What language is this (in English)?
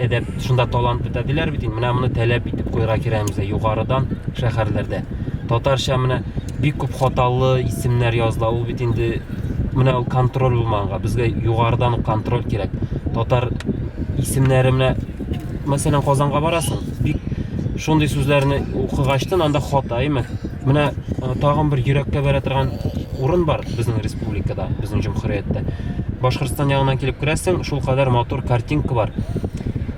Tatar